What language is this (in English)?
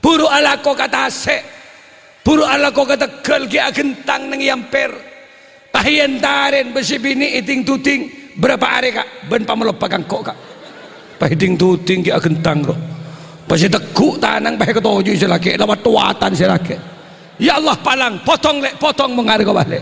Madurese